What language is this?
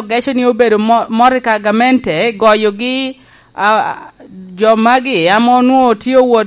Lango (Uganda)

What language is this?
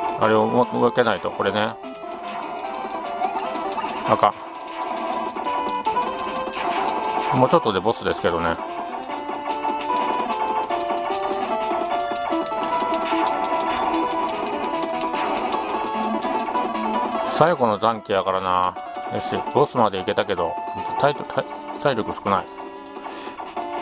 Japanese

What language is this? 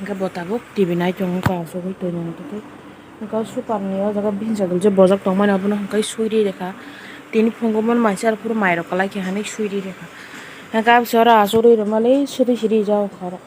Kok Borok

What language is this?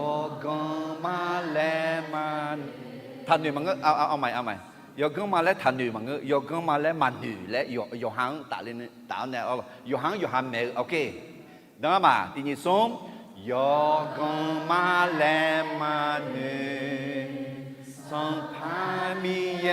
Akha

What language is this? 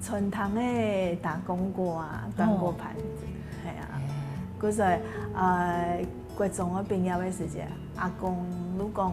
Hakka Chinese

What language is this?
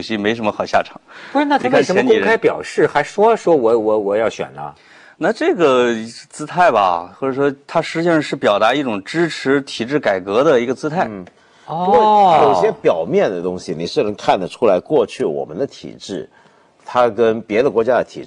Chinese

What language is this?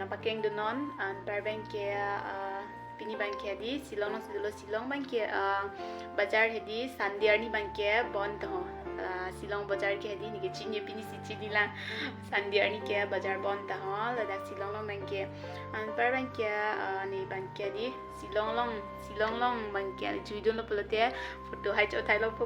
Karbi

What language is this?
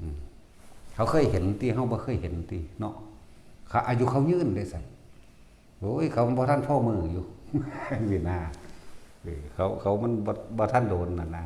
Northeastern Thai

